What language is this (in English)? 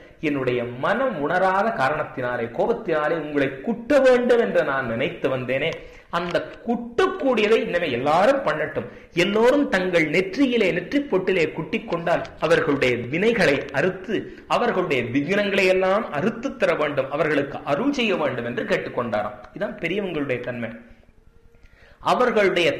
Tamil